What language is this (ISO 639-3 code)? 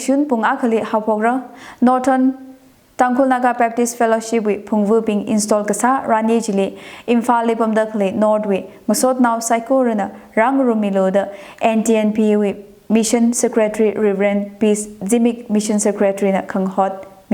nmf